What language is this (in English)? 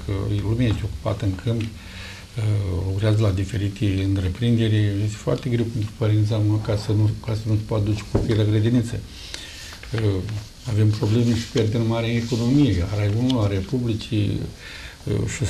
Romanian